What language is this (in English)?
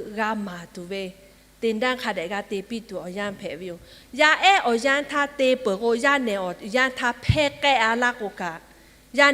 Lahu